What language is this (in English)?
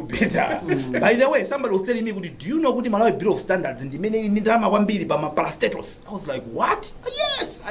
Nyanja